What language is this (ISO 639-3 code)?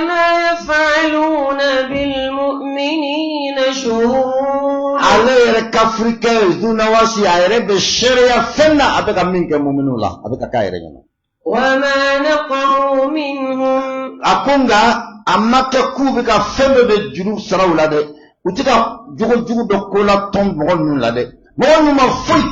bam